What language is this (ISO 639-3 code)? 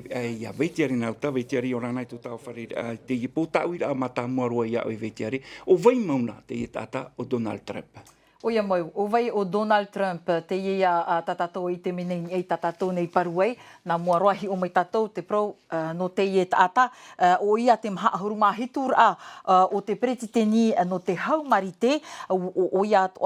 tah